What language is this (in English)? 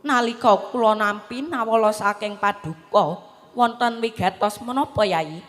Javanese